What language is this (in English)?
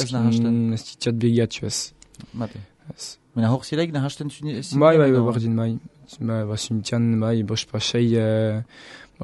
Basque